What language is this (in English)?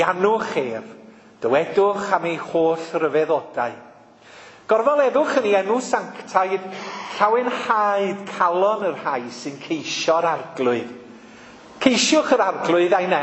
Welsh